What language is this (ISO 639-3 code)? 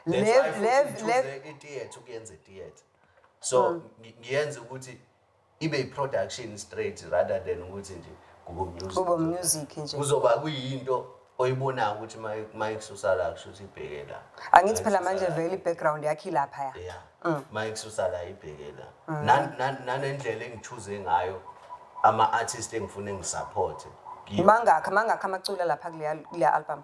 zul